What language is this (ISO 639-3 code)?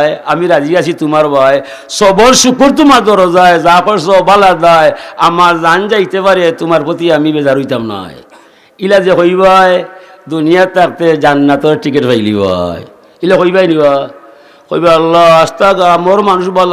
syl